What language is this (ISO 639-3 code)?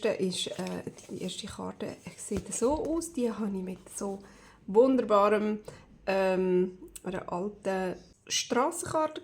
gsw